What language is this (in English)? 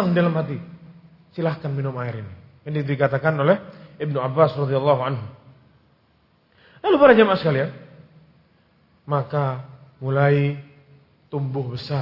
Indonesian